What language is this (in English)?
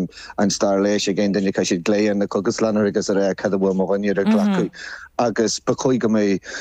Irish